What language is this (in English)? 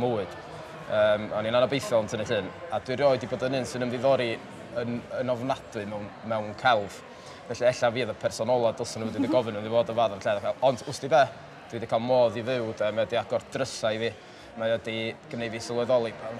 Welsh